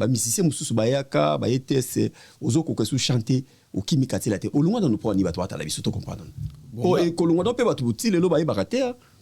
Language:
Lingala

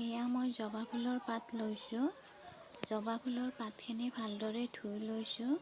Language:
Assamese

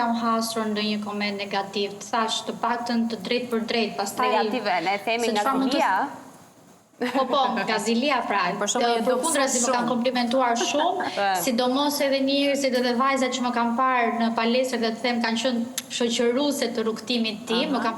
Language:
Albanian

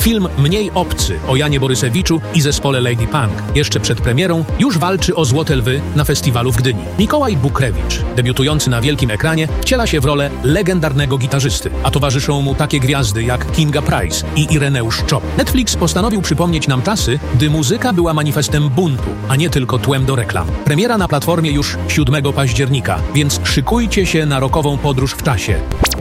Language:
Polish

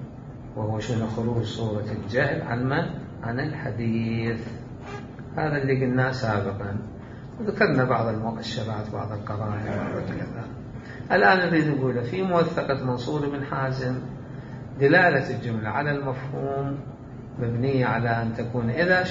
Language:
Mesopotamian Arabic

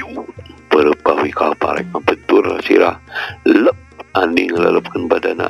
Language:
Sundanese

